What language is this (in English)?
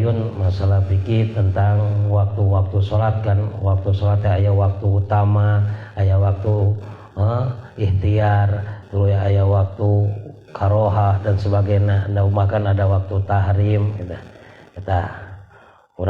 Sundanese